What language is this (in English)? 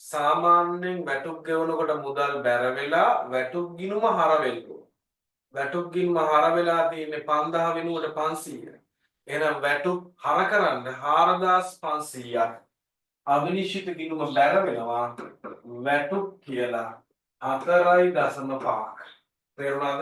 Sinhala